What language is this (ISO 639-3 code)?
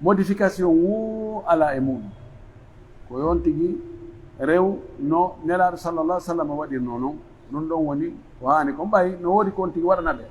fuf